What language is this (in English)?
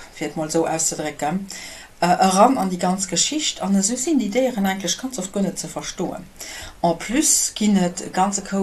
Luxembourgish